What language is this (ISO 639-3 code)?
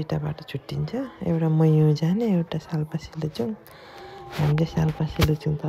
nep